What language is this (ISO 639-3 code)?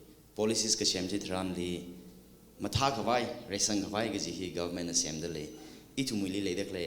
nmf